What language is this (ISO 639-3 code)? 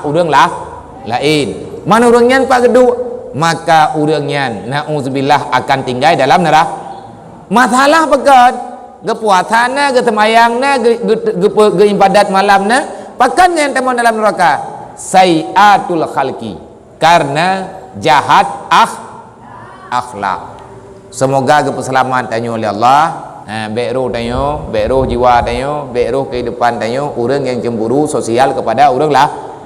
ace